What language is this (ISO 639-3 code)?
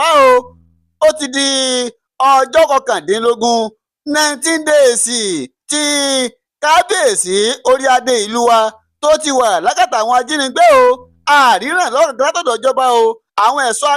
yor